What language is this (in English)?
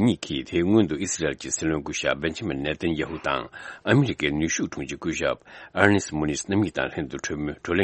Tibetan